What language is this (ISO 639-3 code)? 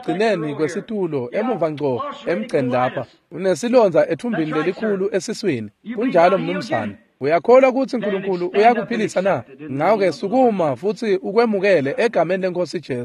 ssw